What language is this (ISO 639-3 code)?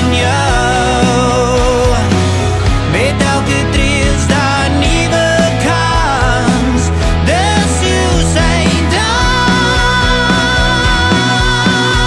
afr